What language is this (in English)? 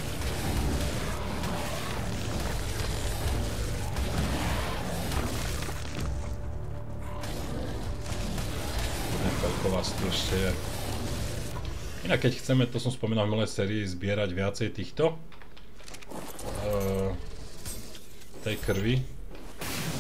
Slovak